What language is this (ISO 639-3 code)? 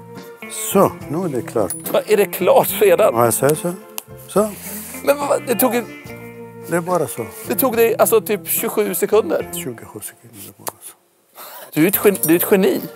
swe